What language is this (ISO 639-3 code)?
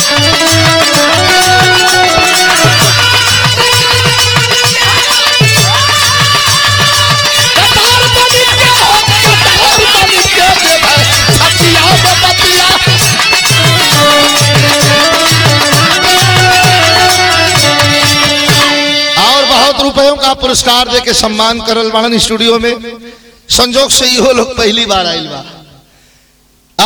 bho